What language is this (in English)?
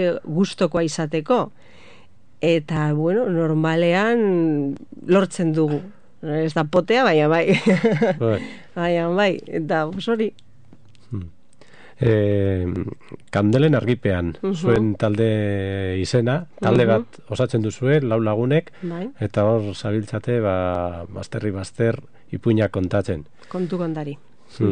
Basque